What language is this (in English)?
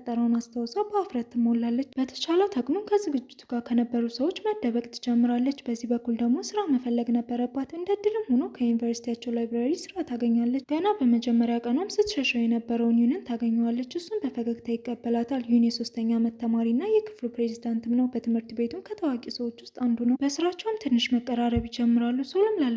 Amharic